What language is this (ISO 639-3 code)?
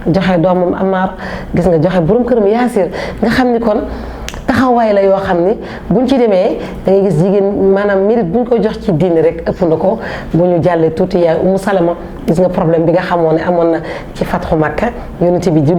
wol